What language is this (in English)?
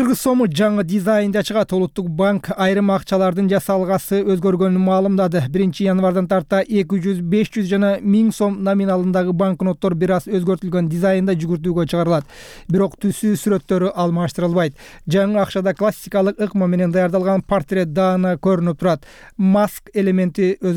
Kyrgyz